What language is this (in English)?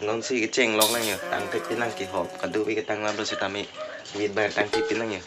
Karbi